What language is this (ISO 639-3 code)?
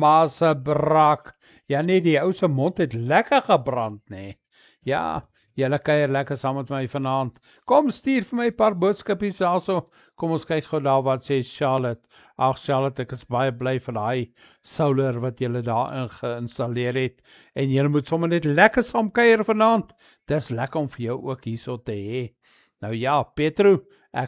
afr